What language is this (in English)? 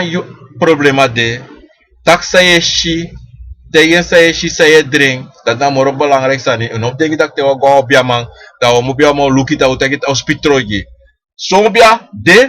Sranan Tongo